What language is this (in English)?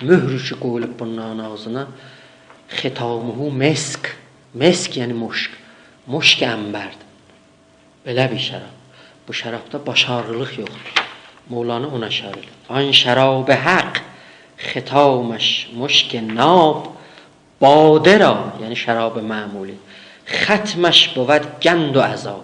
South Azerbaijani